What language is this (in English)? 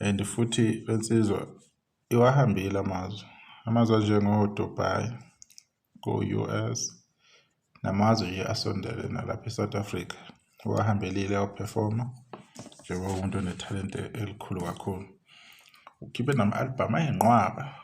Zulu